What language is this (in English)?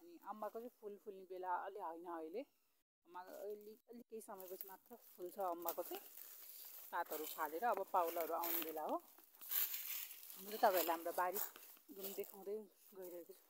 Nepali